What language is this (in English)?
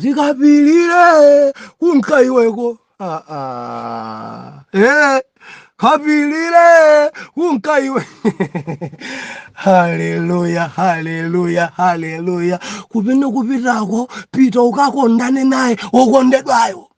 Nyanja